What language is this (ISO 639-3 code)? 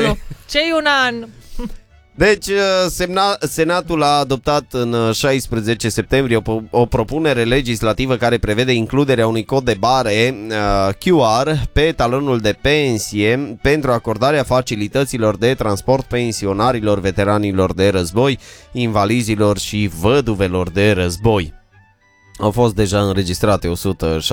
ron